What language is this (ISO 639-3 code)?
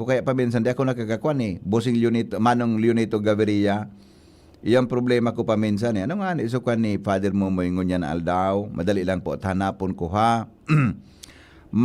bik